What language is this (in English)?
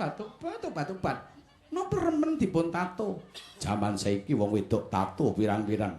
Javanese